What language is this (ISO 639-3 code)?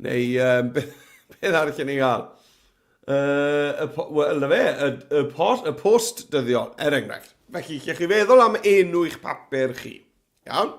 cym